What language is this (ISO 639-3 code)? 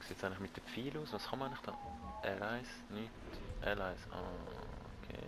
gsw